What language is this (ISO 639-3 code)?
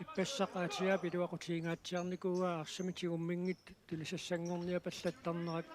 kal